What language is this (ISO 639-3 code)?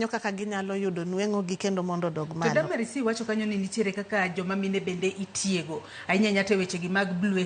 luo